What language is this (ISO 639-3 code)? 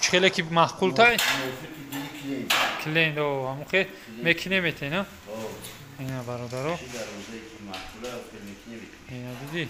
tgk